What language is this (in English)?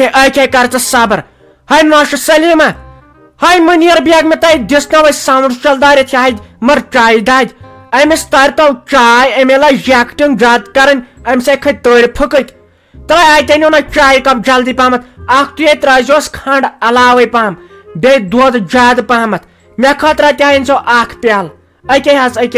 Kashmiri